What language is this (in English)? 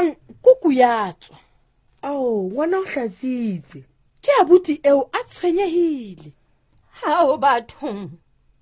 Southern Sotho